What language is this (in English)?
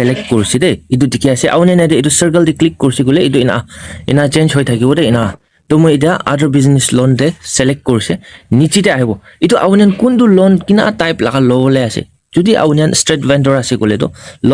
Naga Pidgin